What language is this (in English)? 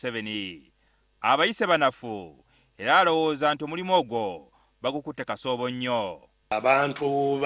Ganda